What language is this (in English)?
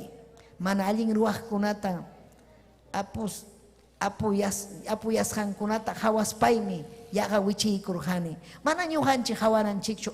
Ayacucho Quechua